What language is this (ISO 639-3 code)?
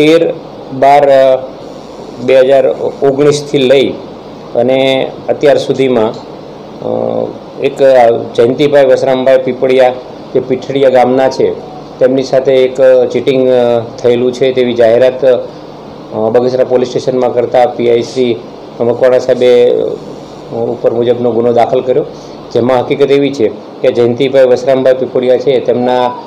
guj